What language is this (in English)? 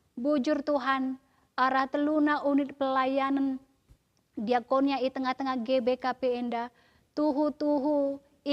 Batak Karo